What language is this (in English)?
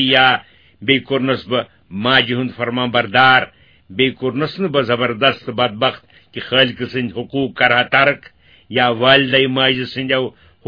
Kashmiri